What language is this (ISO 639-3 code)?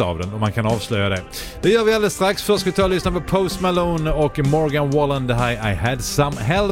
swe